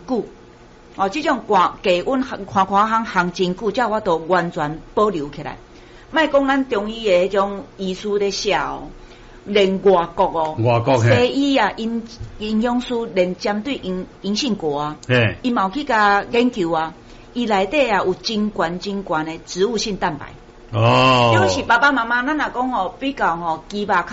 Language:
Min Nan Chinese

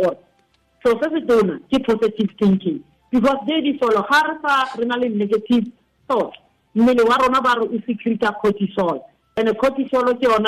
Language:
Tswana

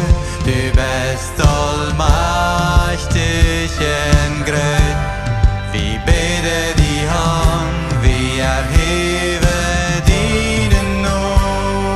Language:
Plautdietsch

